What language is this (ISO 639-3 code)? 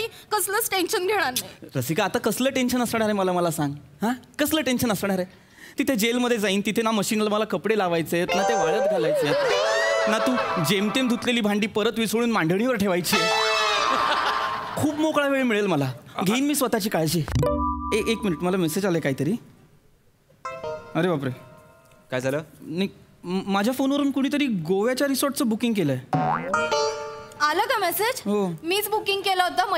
mar